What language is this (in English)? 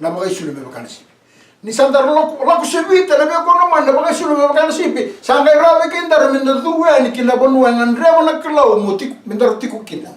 Fijian